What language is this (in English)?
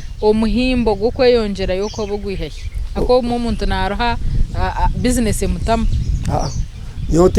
Nyankole